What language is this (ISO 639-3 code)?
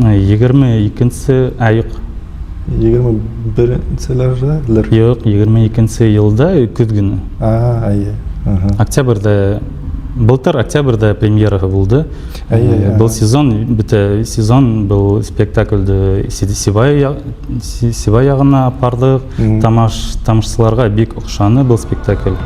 bak